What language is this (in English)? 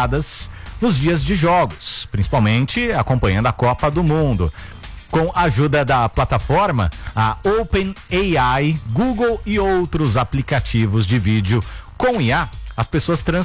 Portuguese